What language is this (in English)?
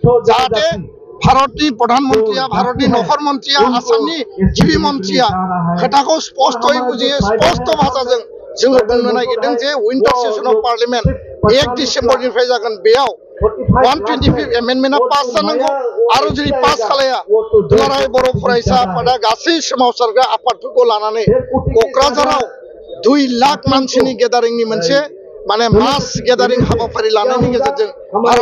Bodo